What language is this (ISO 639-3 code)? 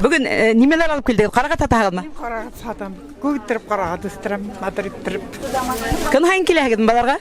bak